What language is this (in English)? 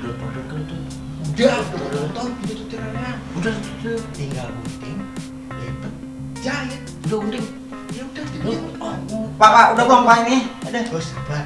Betawi